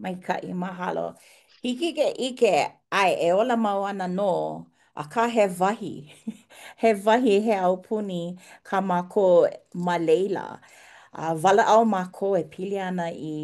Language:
Hawaiian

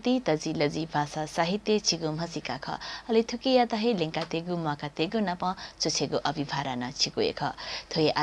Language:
Newari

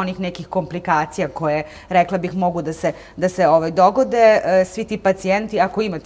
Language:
Serbian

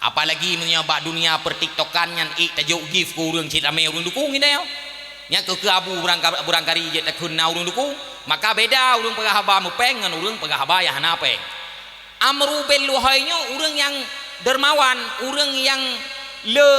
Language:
Achinese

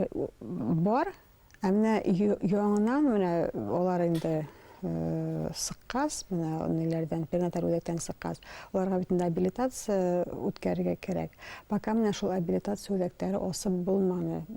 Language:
Bashkir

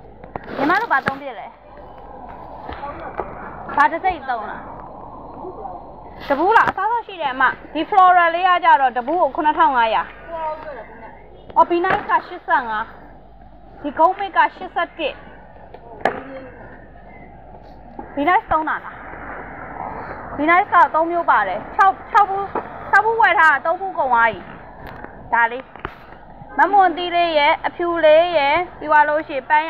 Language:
Burmese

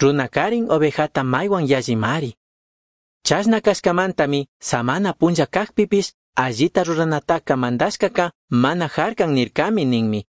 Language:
Chimborazo Highland Quichua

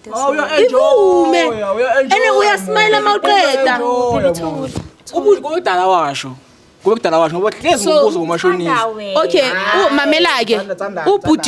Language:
Zulu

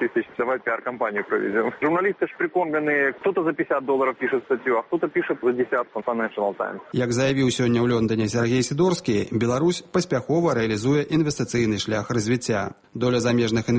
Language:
Belarusian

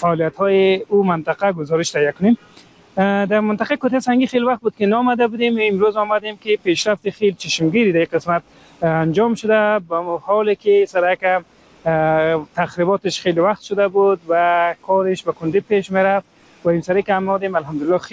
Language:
Persian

